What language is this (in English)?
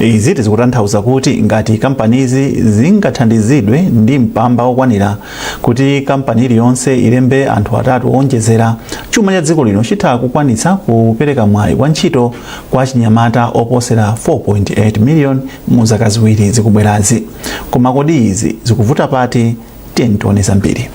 Nyanja